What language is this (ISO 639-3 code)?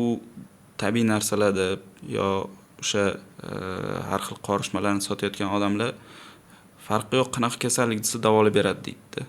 uzb